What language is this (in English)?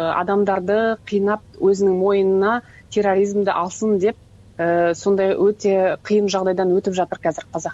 Kyrgyz